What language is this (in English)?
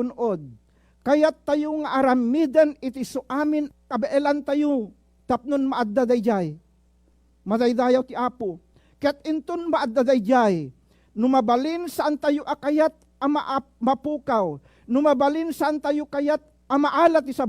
Iloko